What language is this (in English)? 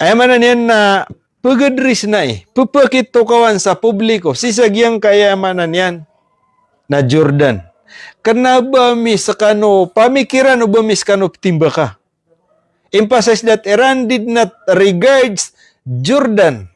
Maranao